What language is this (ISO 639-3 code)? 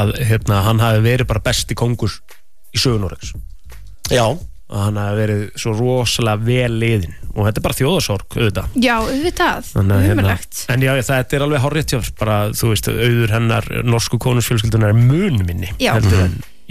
isl